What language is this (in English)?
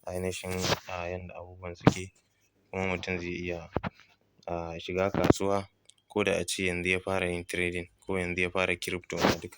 Hausa